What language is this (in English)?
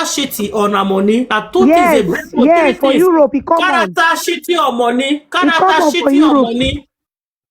Nigerian Pidgin